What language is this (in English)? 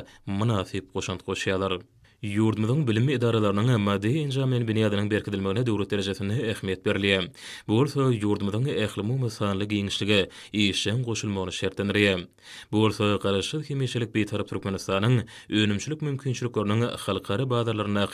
Turkmen